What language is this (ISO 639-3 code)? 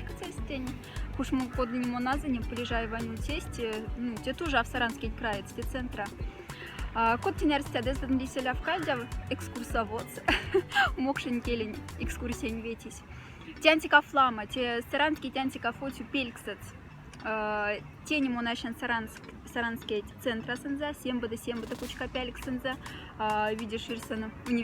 mdf